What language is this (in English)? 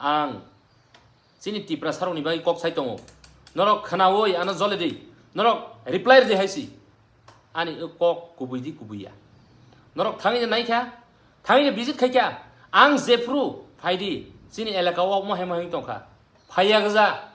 Kok Borok